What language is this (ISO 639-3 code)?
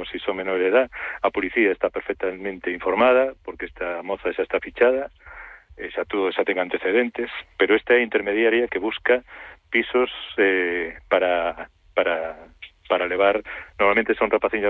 glg